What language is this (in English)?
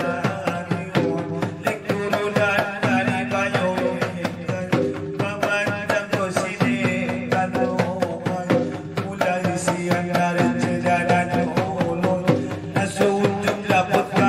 Batak Angkola